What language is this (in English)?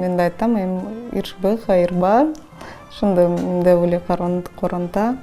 Crimean Tatar